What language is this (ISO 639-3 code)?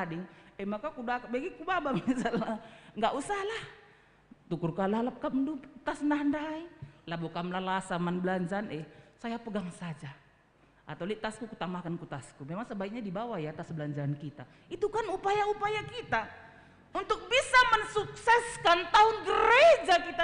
btx